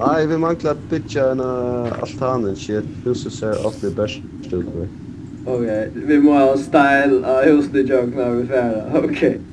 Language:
Faroese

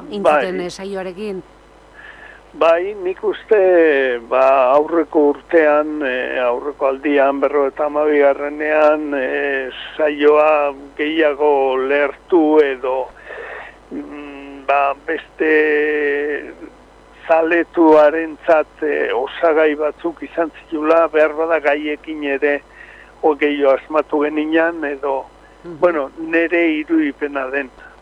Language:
Basque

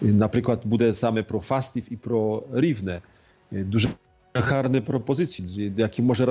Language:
Ukrainian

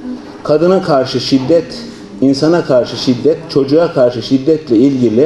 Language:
Turkish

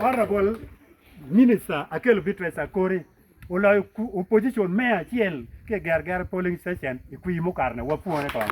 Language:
Acoli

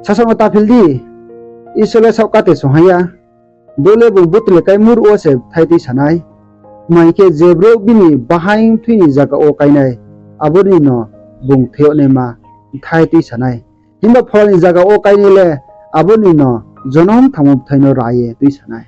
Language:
Riang (India)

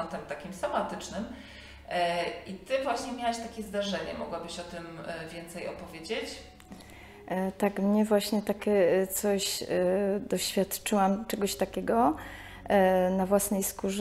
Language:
Polish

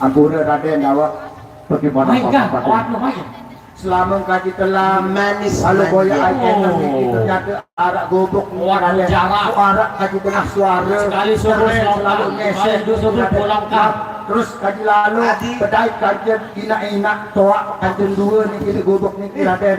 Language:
Sasak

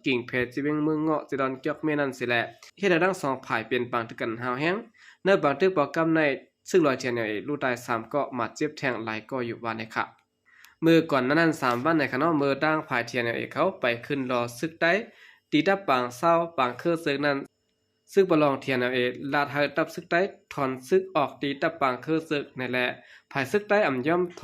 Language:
Shan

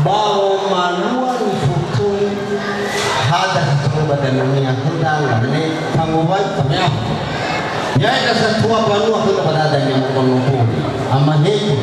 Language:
Nias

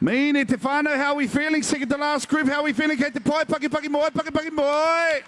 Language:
Māori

